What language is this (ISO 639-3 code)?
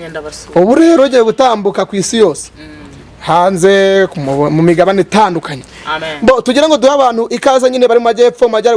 kin